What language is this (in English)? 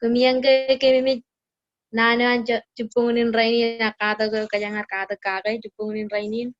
Marshallese